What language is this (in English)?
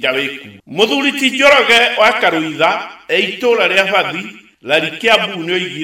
Kikuyu